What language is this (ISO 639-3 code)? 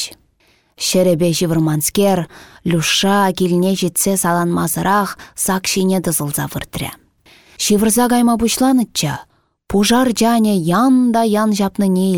chv